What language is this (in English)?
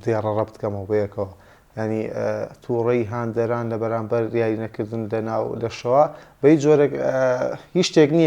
Central Kurdish